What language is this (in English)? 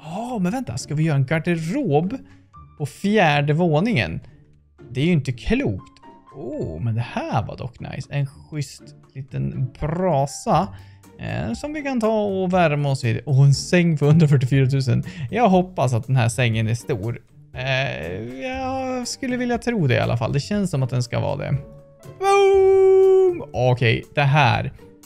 Swedish